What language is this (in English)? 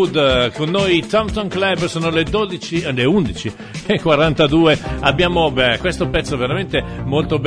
Italian